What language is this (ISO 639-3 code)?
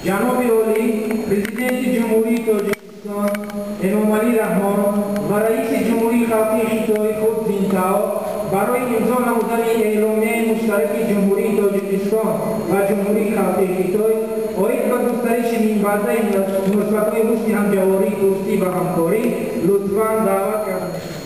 tgk